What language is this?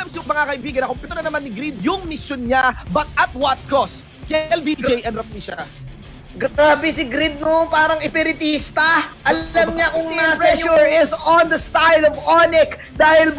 Filipino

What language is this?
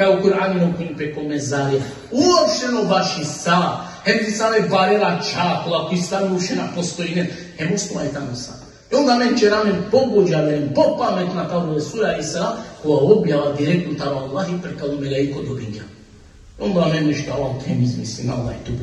Balkan Romani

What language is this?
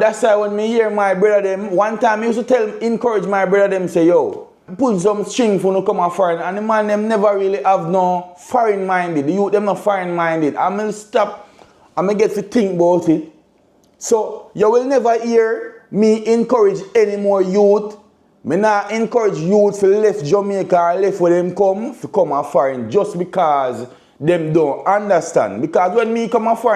Jamaican Creole English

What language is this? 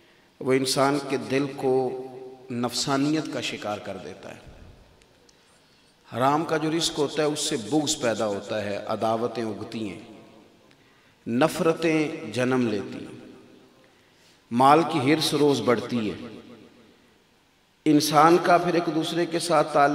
Hindi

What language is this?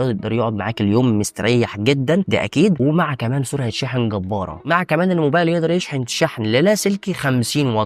Egyptian Arabic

